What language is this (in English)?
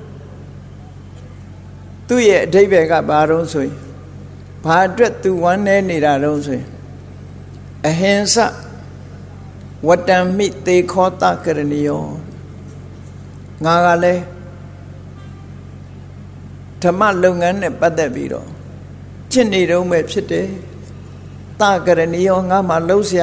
Burmese